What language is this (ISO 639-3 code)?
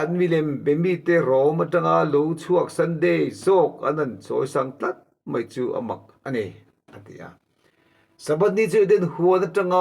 lus